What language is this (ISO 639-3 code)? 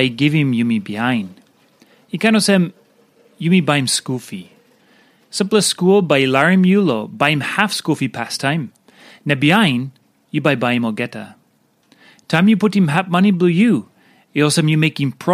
tpi